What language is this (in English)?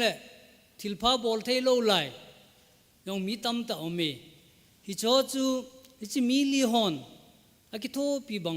Thado Chin